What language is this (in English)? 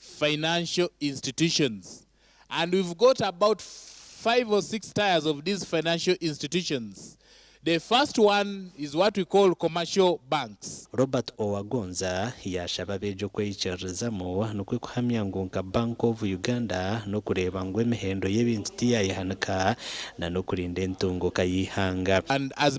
Nyankole